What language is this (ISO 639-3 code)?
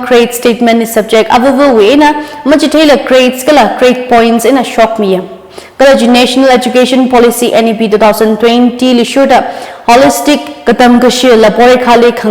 nmf